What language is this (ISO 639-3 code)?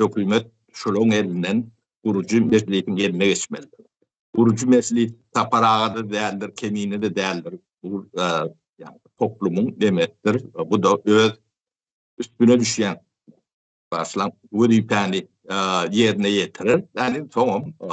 tuk